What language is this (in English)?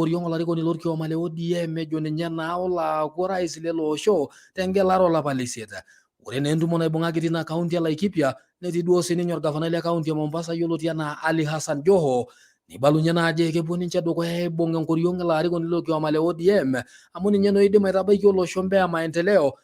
Masai